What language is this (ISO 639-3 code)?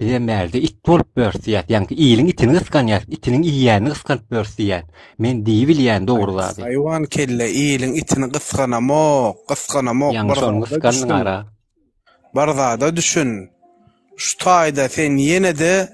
tuk